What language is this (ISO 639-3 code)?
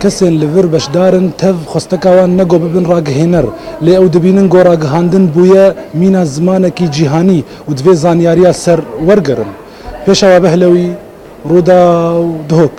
kur